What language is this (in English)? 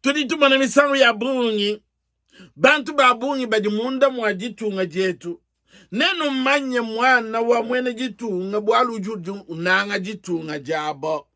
Luba-Lulua